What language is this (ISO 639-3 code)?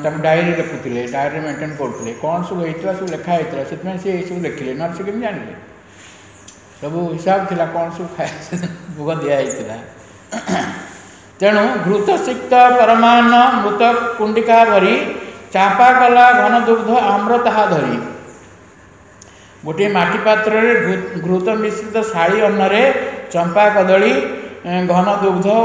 ori